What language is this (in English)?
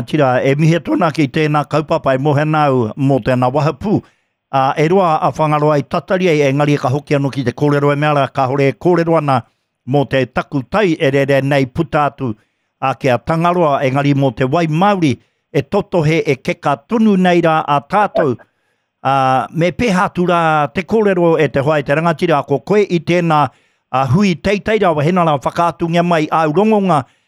Māori